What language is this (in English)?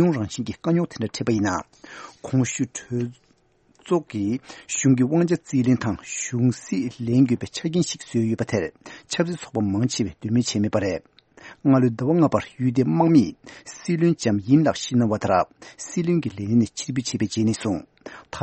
Tibetan